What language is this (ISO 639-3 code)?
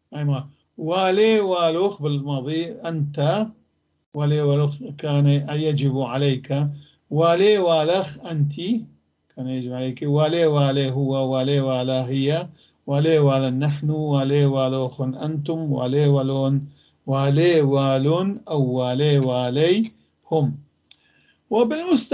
apc